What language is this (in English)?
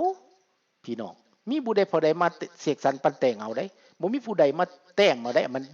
Lao